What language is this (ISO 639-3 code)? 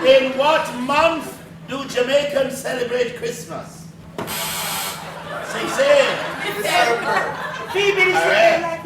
jam